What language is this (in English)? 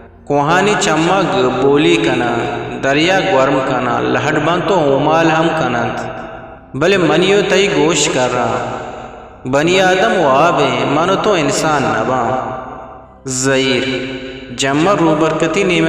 Eastern Balochi